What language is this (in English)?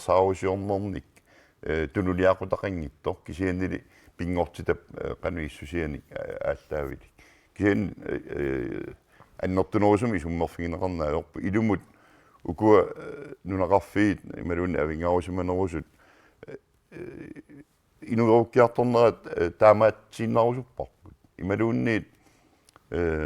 Kalaallisut